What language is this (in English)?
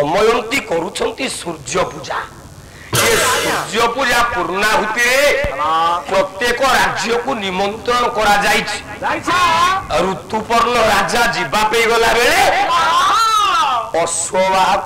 Odia